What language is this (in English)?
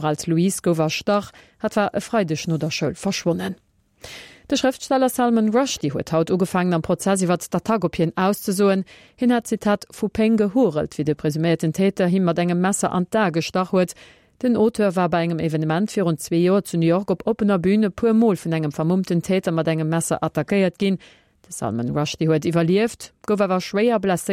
Luxembourgish